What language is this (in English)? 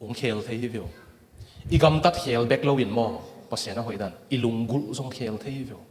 Tedim Chin